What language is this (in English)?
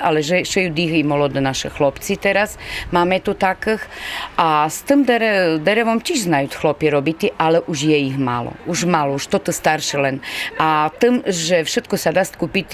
Rusyn